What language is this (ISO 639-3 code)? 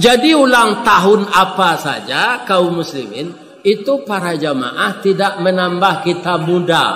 min